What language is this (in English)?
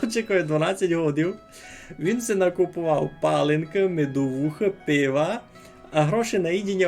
Rusyn